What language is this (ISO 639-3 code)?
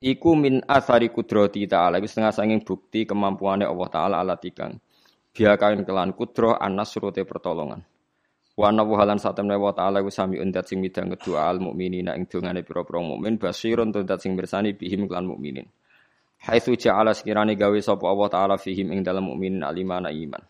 jav